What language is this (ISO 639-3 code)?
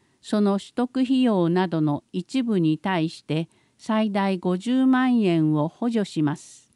jpn